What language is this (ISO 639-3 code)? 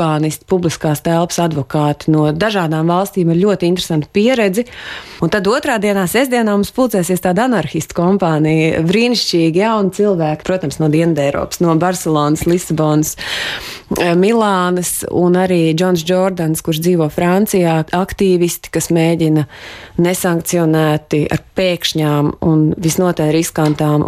lav